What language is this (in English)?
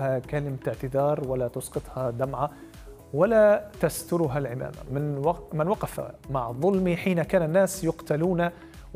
Arabic